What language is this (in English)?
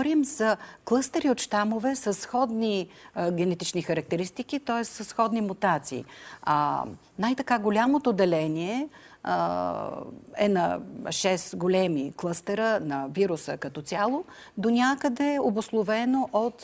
Bulgarian